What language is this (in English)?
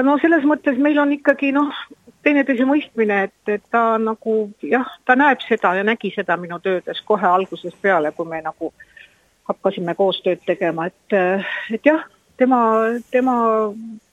Estonian